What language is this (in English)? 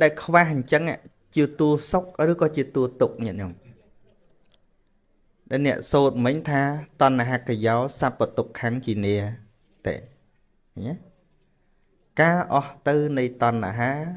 Khmer